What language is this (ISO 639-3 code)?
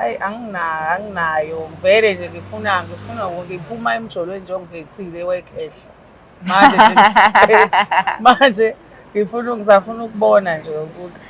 zul